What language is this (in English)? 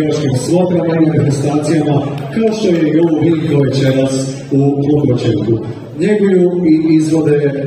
Croatian